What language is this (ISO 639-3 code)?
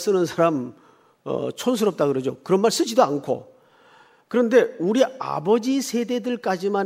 kor